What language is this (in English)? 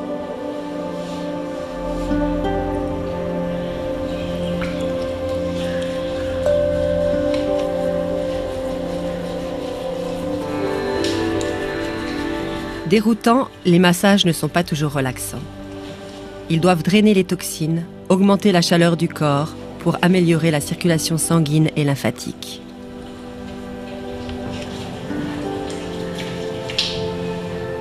French